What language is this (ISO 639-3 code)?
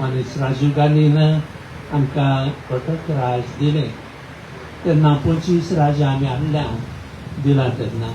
kok